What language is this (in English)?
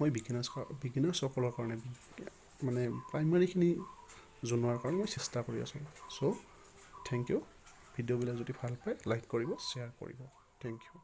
Assamese